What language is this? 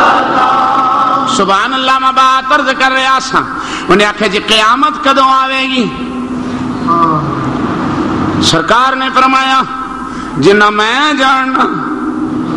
Urdu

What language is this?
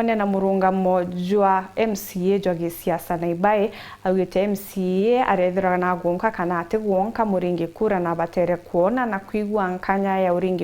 Meru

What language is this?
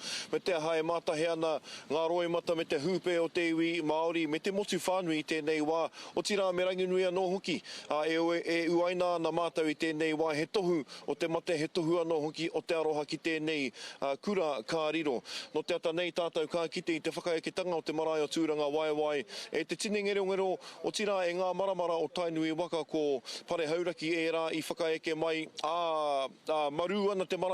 Māori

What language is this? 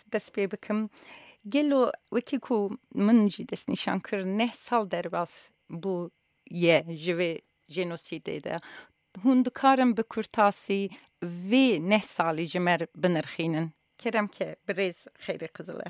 Kurdish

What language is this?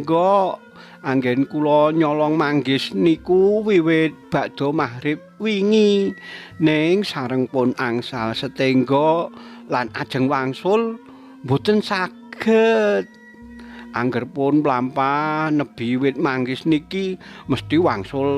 Javanese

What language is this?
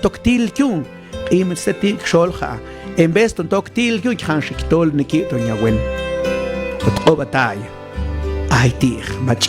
Mam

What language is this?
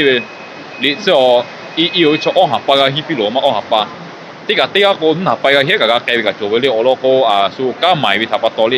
Lahu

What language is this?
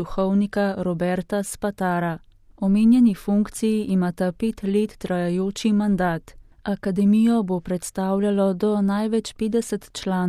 Slovenian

